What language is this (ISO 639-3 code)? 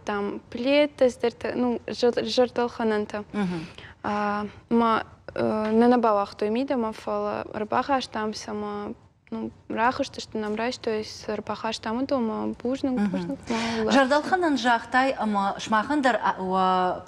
oss